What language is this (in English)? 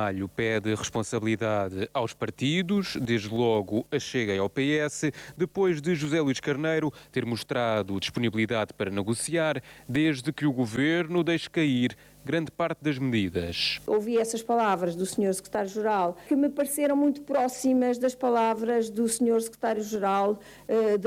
Portuguese